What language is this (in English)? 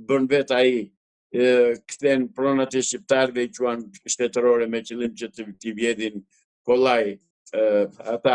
Albanian